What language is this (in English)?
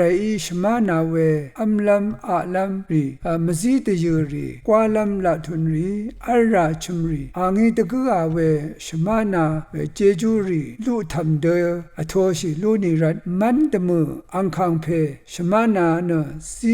Rawang